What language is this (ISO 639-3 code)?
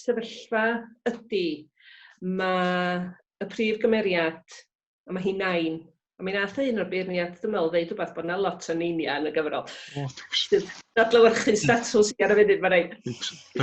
cym